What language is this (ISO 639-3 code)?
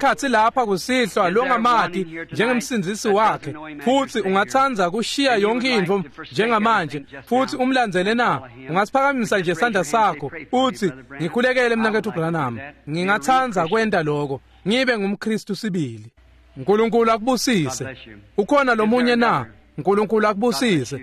ssw